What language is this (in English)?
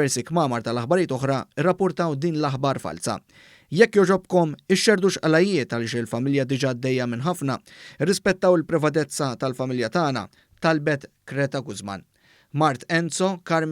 Maltese